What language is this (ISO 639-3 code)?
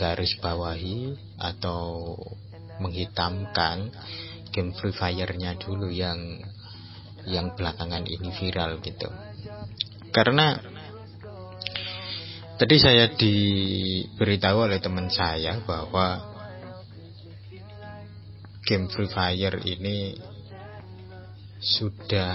ind